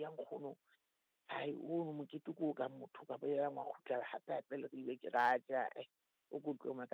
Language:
Southern Sotho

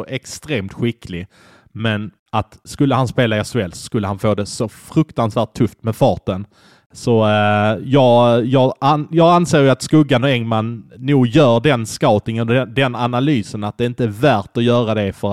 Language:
Swedish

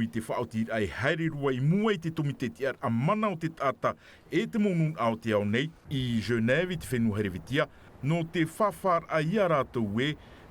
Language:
Tahitian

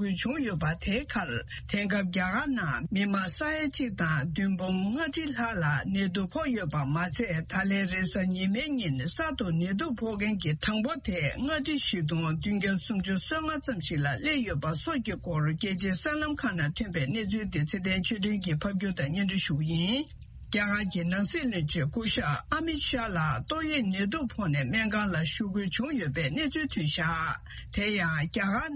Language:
Tibetan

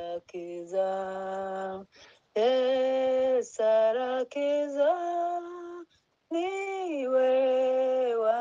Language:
Kinyarwanda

